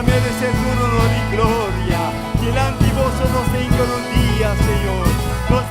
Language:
Papiamento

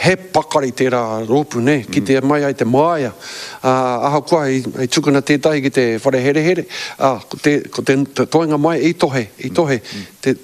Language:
Māori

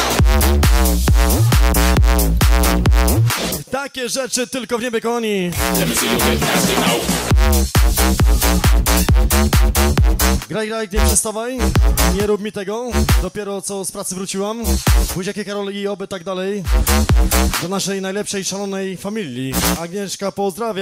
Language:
Polish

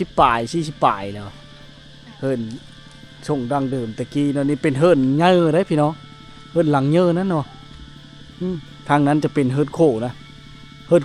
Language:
Lao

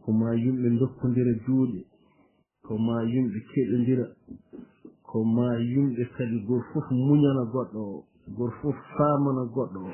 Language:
Fula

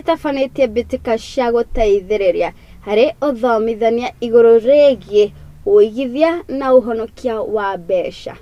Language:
Kikuyu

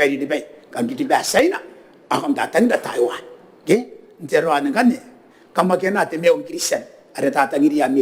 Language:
Gilbertese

